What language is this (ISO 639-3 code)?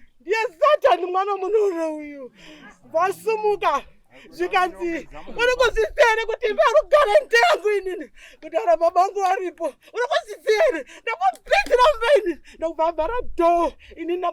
sna